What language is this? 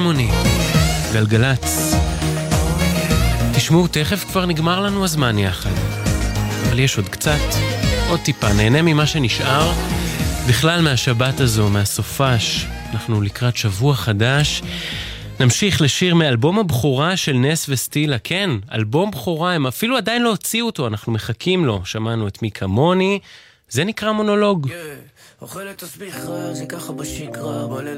Hebrew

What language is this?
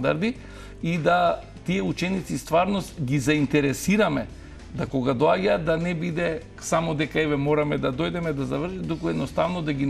Macedonian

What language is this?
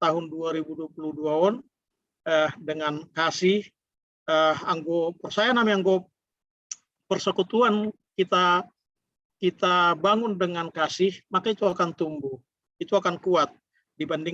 Batak Simalungun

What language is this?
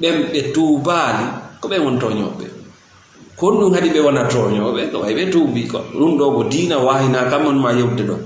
Fula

